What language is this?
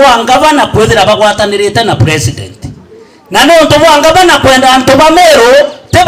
Meru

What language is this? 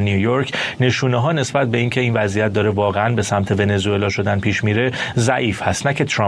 Persian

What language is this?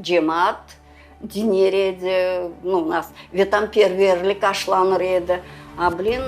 Crimean Tatar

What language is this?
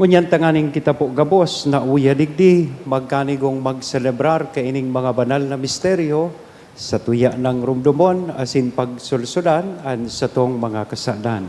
Bikol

